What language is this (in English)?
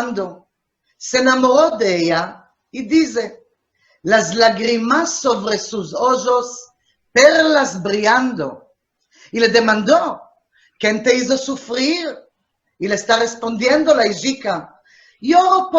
Ladino